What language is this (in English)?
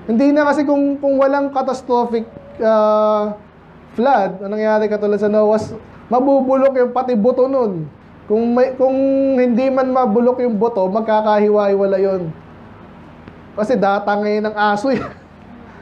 Filipino